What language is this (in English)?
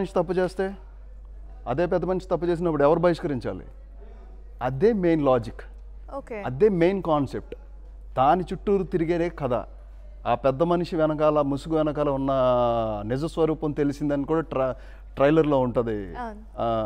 Telugu